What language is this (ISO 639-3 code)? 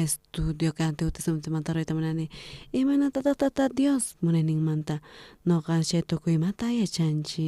quh